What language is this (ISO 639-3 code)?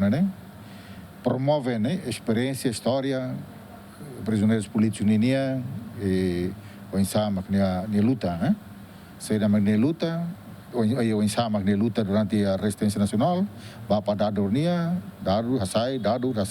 tet